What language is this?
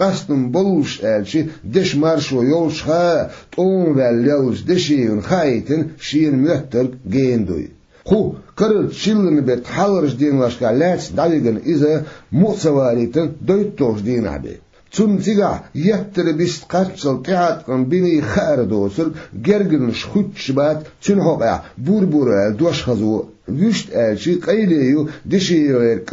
Chechen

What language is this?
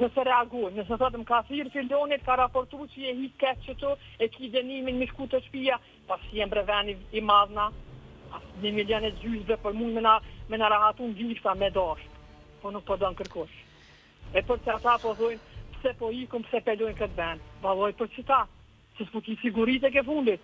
Albanian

